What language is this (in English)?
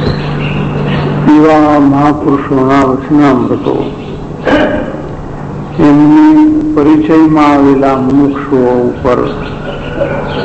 Gujarati